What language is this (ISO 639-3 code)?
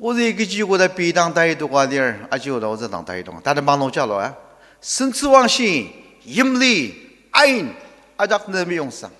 njo